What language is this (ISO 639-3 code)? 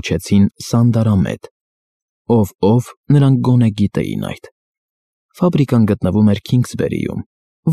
hye